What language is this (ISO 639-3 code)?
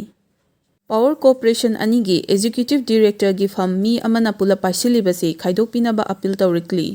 mni